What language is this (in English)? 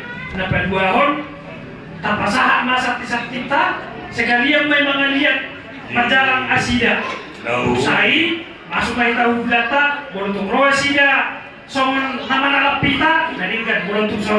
Batak Toba